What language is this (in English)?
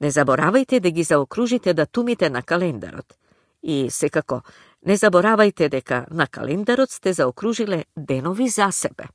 Macedonian